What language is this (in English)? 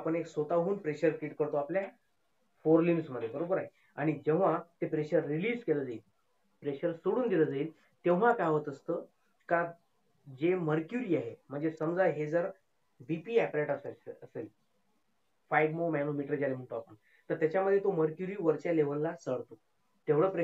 Marathi